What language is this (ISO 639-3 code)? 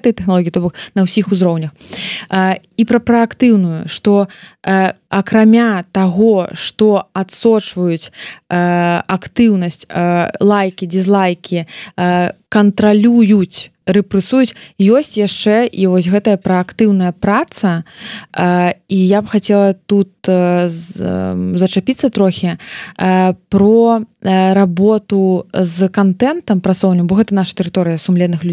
bel